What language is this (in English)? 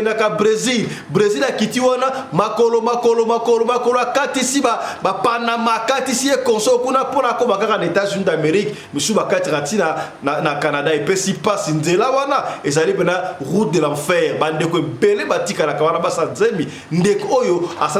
Lingala